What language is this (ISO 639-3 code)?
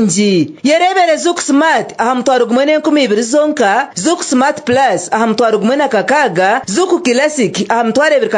nyn